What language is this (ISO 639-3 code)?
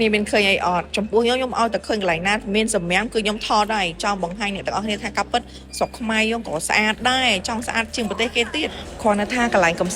khm